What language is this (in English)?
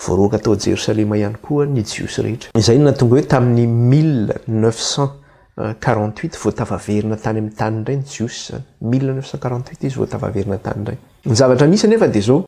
Malagasy